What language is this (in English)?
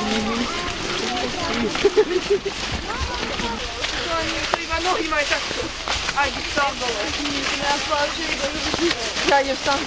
Slovak